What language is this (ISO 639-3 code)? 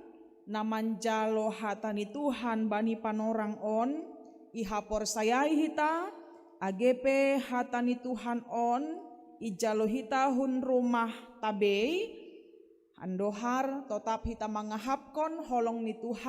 bts